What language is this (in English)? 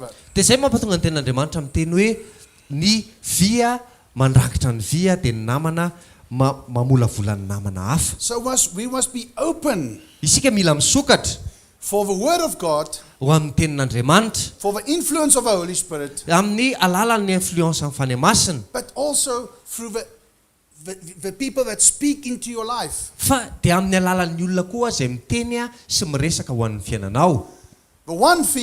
Malagasy